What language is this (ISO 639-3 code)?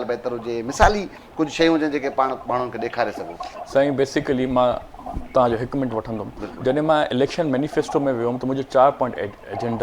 snd